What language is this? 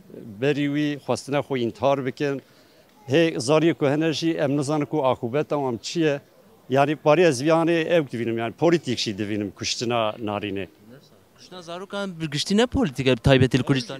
Kurdish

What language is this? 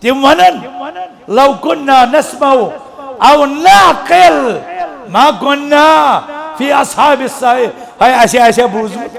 Kashmiri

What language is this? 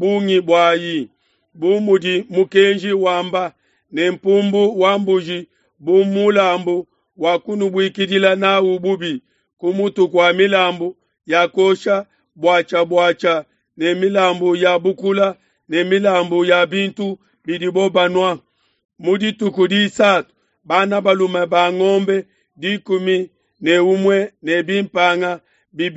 Luba-Lulua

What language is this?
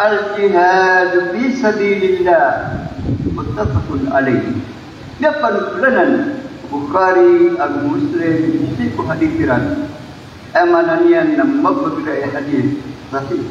Maranao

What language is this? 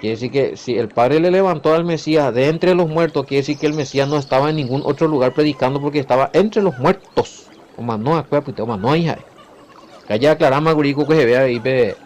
Guarani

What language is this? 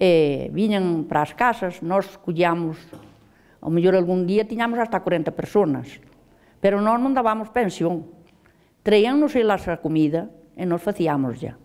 Galician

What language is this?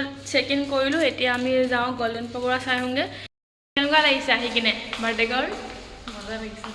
Assamese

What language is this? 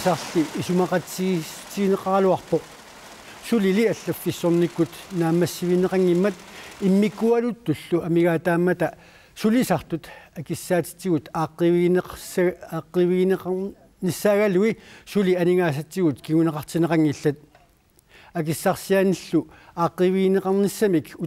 Kalaallisut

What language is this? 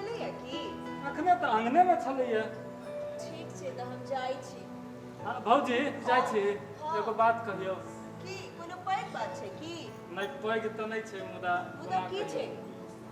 Maithili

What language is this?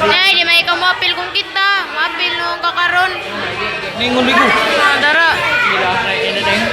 Cebuano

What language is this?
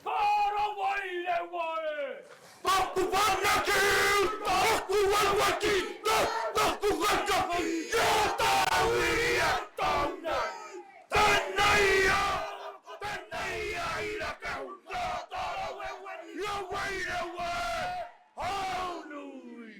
Māori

